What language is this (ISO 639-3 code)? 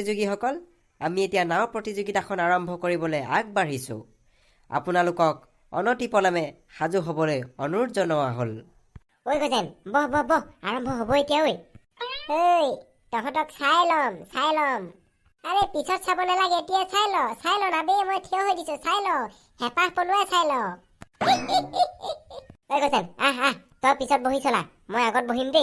asm